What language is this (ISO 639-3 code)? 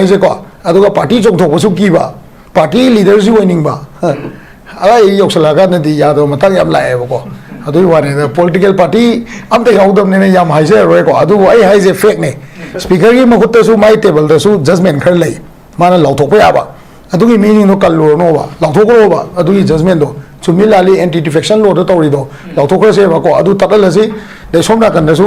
mni